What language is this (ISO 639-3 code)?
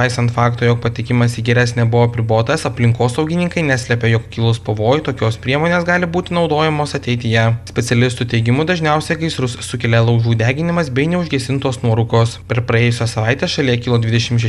lit